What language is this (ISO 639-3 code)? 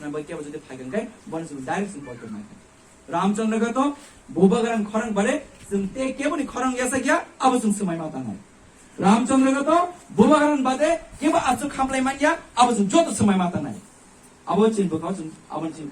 trp